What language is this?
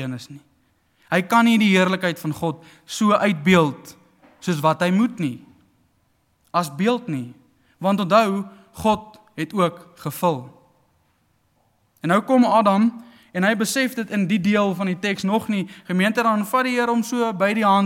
Afrikaans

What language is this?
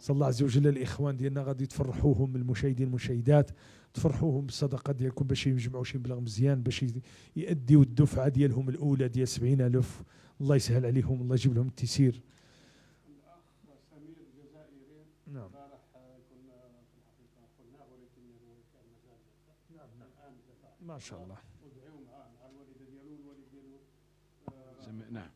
Moroccan Arabic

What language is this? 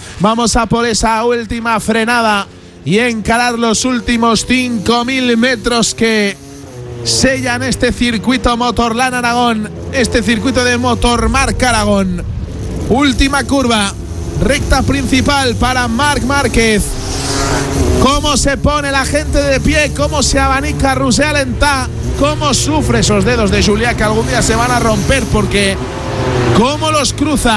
Spanish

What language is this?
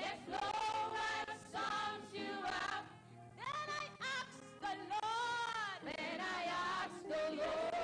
Ewe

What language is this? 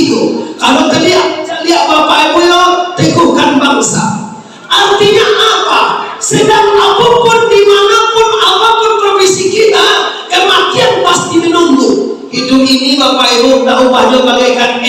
Minangkabau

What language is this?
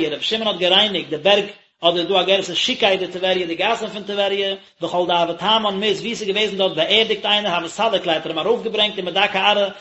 Yiddish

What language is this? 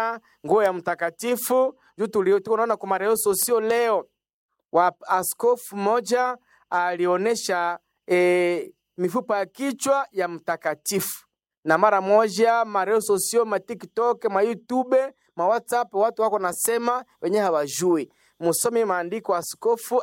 Swahili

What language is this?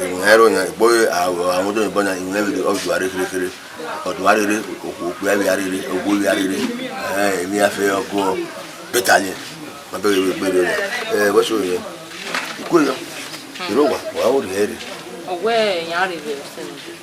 Bini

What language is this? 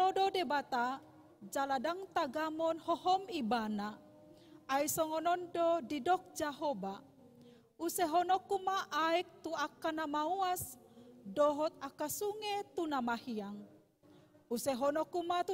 Batak Toba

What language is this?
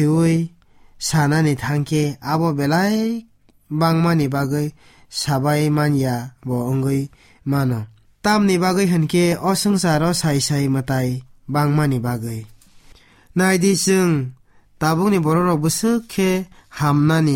Kok Borok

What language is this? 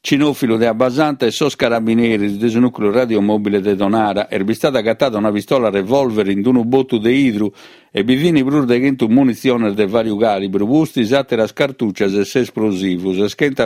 Sardinian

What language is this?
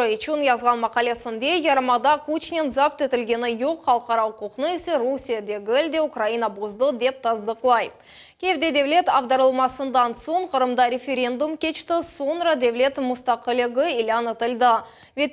Crimean Tatar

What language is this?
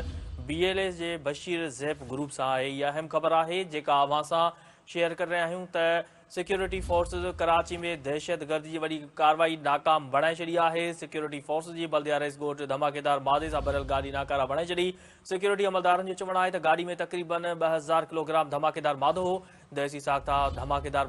Sindhi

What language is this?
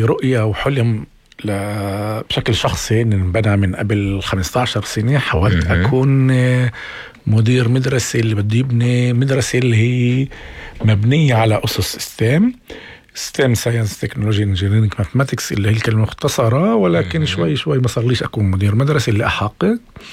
North Levantine Arabic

